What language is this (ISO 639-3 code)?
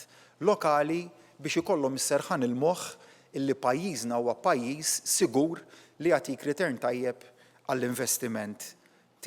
mlt